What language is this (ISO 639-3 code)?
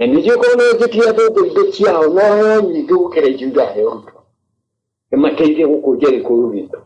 kik